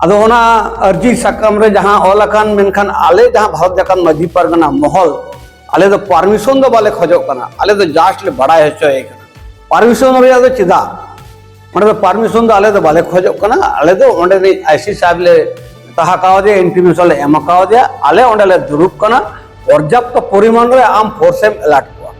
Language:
Santali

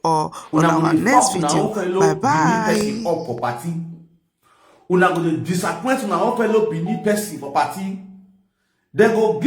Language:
Nigerian Pidgin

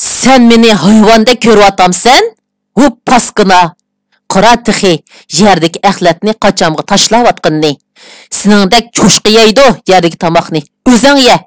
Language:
Uyghur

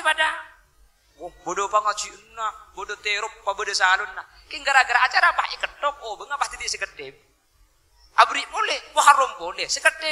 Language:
Madurese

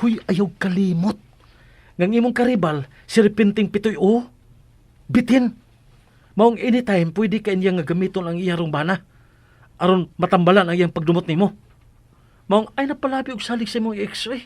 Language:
Cebuano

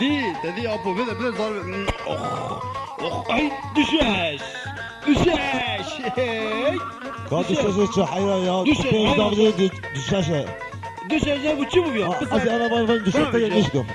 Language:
Kurdish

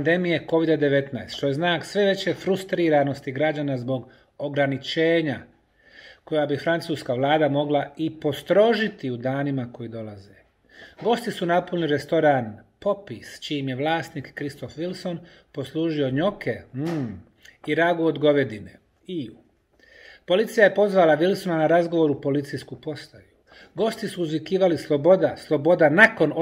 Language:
Bosnian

